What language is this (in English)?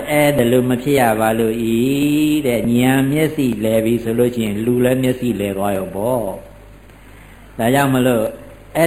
Burmese